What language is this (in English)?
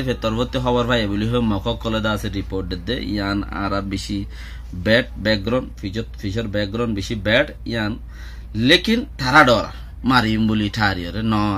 Rohingya